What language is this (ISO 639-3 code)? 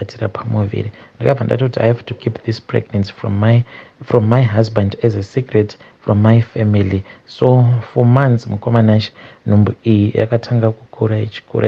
sna